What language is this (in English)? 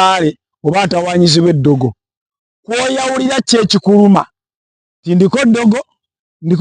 Ganda